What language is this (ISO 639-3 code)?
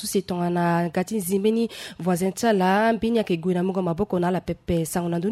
sag